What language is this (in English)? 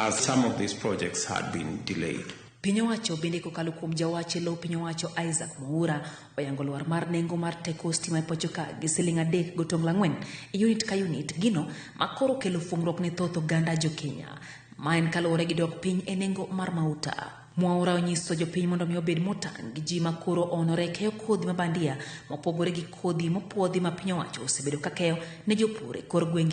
Luo (Kenya and Tanzania)